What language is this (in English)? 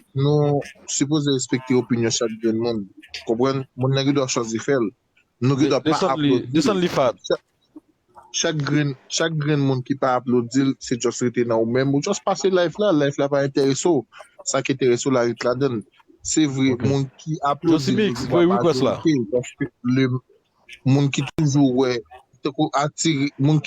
Haitian Creole